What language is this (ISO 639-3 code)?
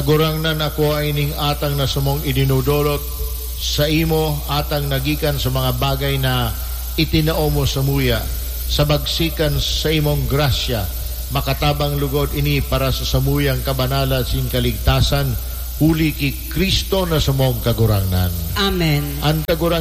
bik